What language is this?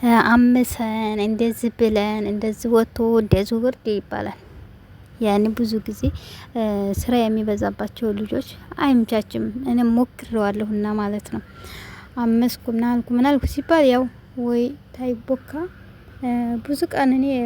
Amharic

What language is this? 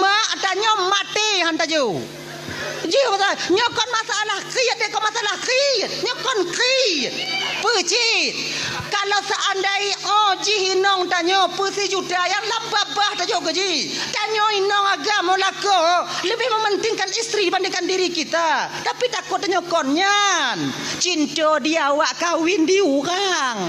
Achinese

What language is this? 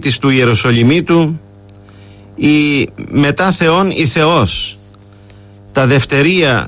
Greek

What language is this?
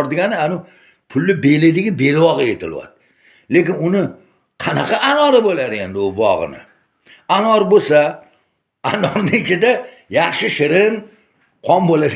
Uzbek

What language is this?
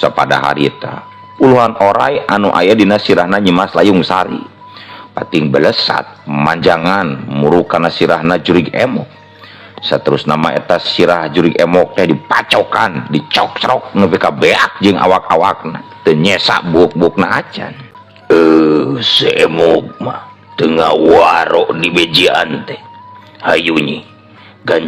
Sundanese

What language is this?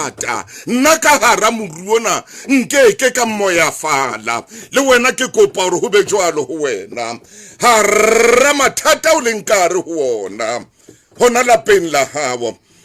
Southern Sotho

